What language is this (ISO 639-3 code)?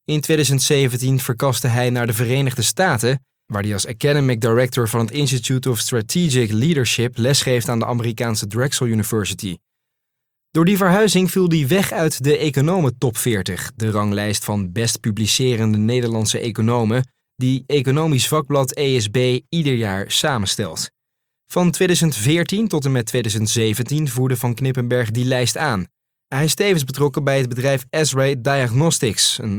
nld